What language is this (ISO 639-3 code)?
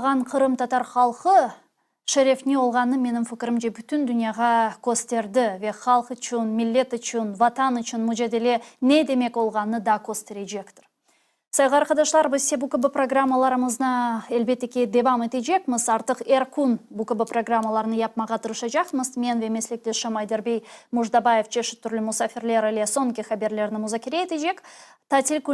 crh